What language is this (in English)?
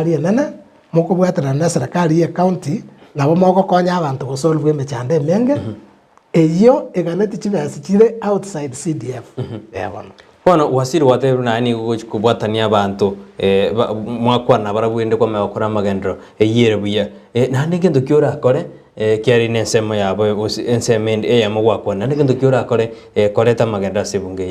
Gusii